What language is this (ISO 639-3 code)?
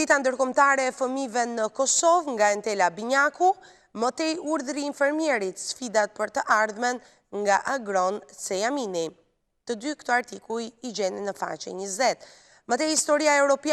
sqi